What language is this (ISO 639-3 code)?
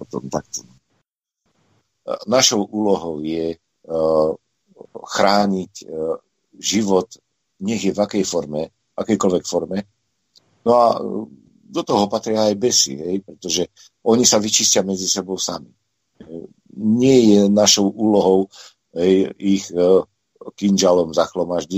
slk